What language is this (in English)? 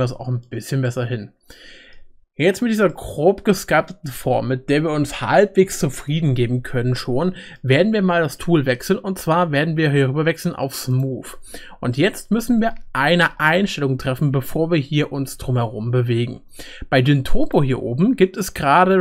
German